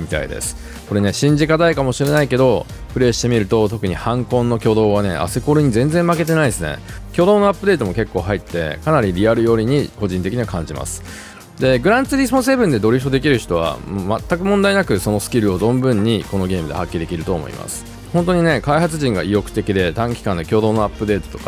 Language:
Japanese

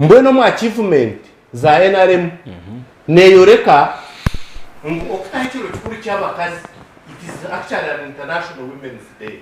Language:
Nyankole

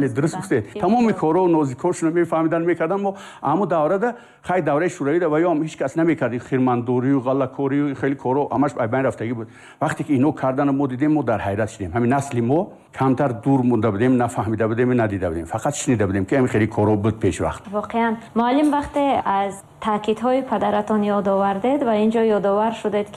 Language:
Tajik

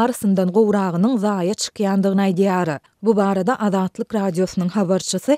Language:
Turkmen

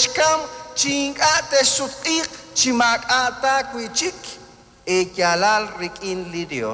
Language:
Kekchí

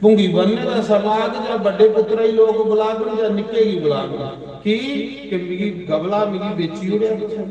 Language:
Dogri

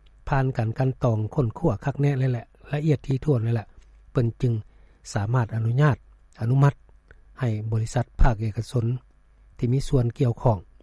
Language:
Lao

